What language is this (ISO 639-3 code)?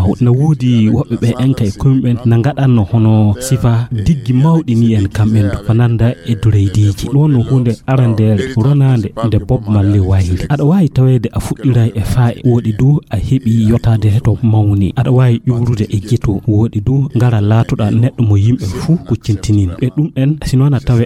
ful